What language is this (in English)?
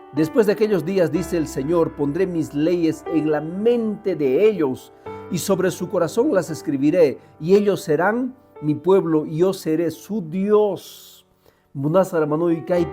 Quechua